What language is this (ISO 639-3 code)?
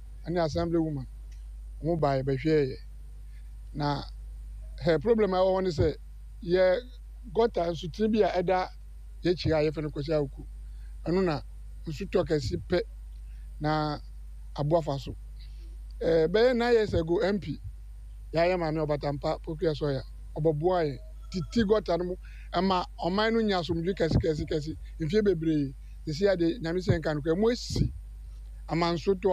aka